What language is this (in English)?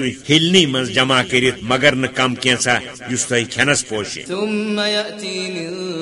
Kashmiri